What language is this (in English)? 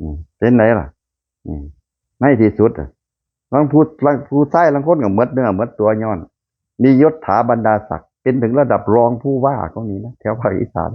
Lao